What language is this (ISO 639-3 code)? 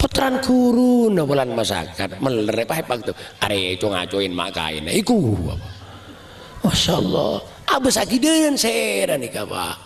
mad